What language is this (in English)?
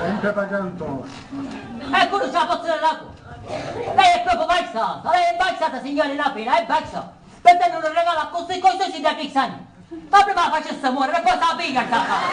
Sicilian